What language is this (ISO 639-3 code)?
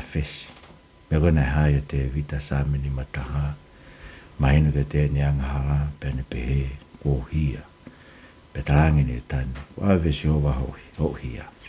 ton